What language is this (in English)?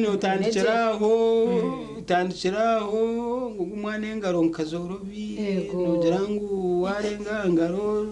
Nyankole